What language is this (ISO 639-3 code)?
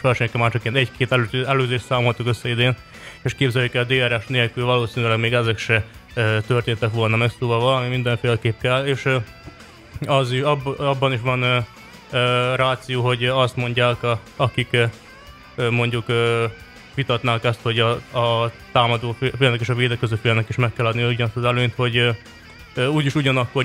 hun